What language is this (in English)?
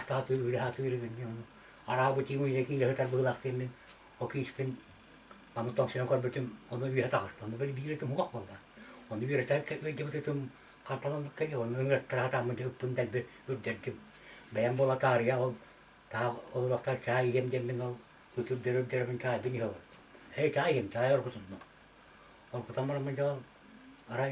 Yakut